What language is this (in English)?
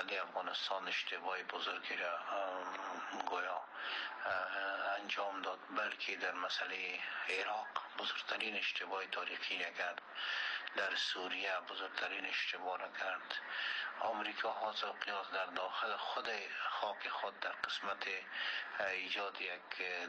Persian